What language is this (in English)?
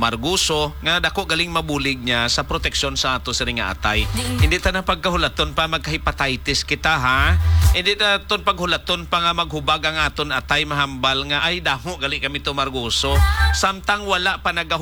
Hiligaynon